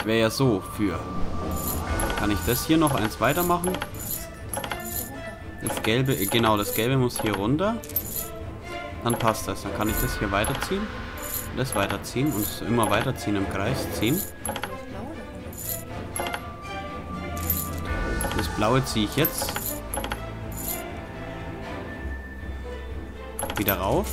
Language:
German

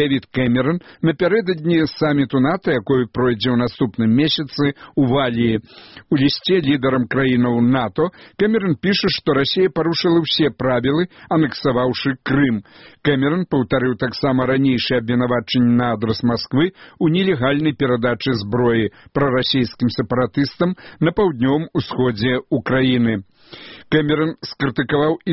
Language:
Belarusian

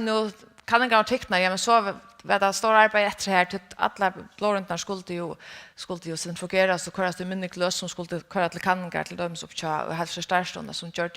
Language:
Faroese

